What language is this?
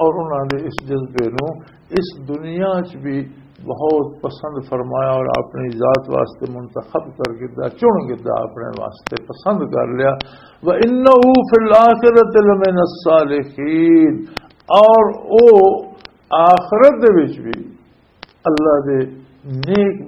Western Panjabi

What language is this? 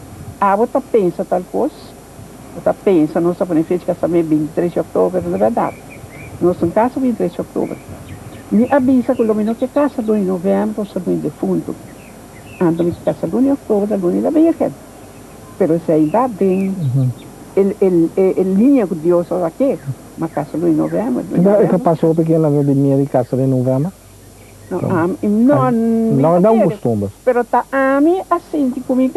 Papiamento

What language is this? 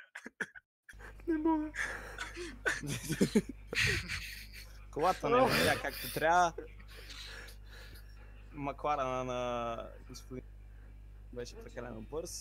Bulgarian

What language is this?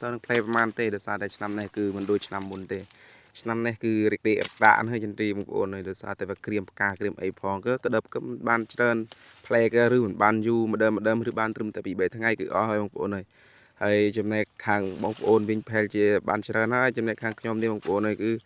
Khmer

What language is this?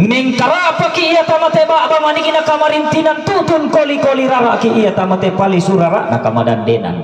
Toraja-Sa'dan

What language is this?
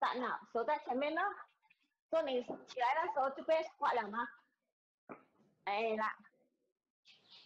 Chinese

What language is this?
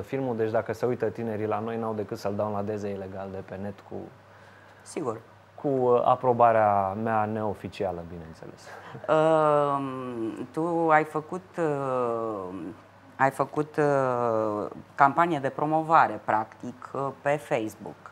Romanian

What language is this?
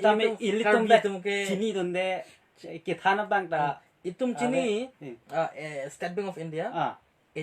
Karbi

